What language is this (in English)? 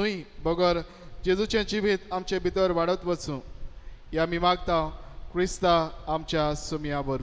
Konkani